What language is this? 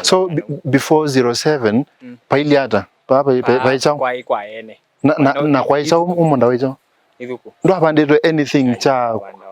Kamba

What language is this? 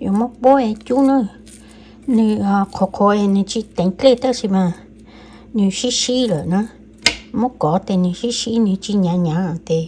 Hmong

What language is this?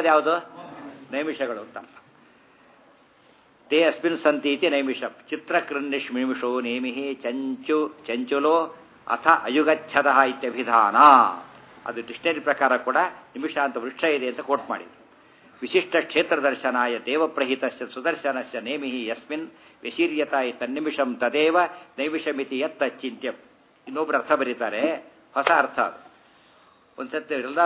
Kannada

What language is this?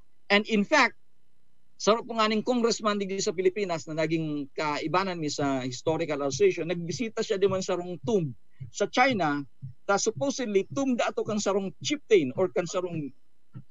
Bikol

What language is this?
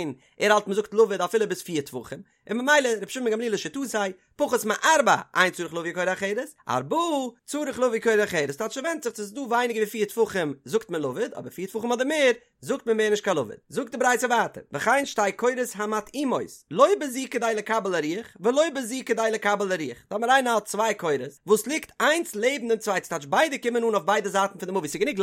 Yiddish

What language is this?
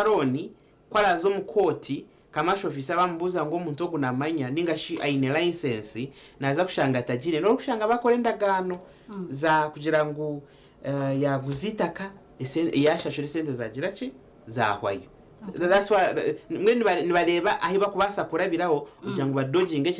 Nyankole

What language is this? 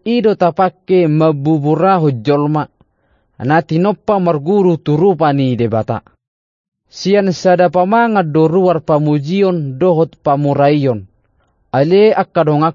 Batak Toba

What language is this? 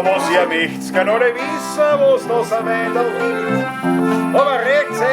Bavarian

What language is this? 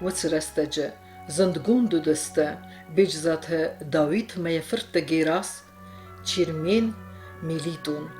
Ossetic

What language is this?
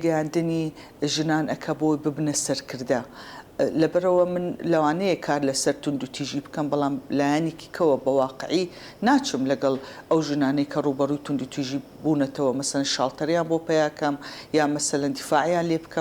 Central Kurdish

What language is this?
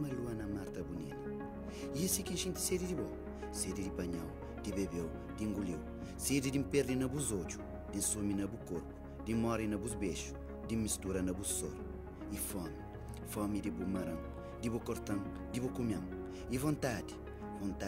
Kabuverdianu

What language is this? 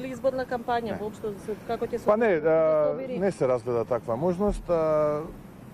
Macedonian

